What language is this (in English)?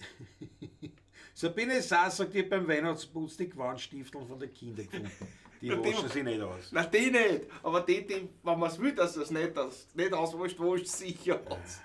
Bavarian